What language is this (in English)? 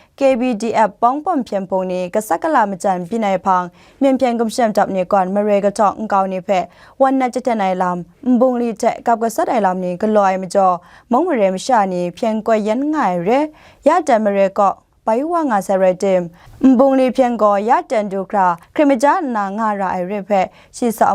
Kachin